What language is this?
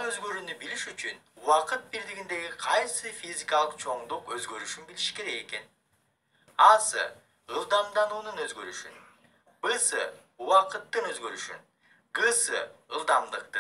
Kyrgyz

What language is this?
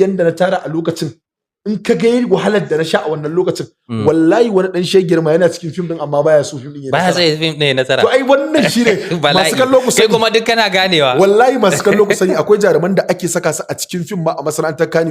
Hausa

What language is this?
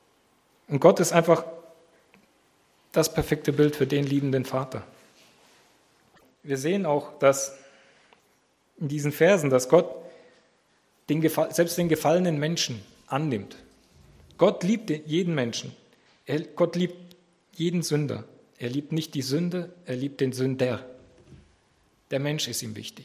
German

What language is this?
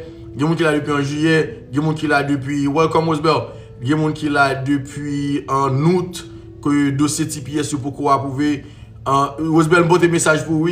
Haitian Creole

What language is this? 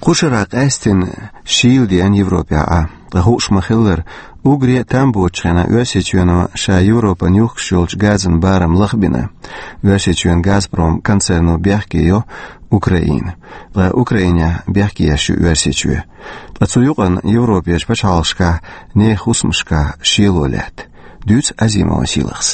Chechen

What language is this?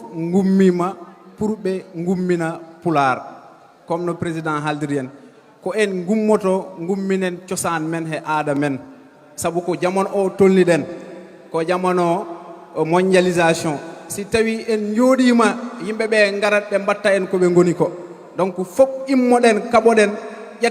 Fula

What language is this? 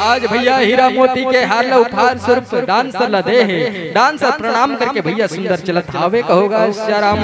Chhattisgarhi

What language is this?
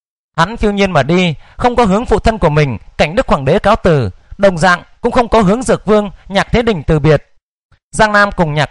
Vietnamese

